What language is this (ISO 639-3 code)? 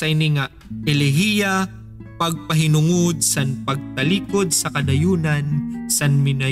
war